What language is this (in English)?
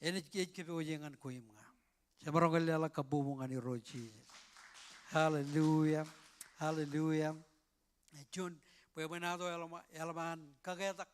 Marshallese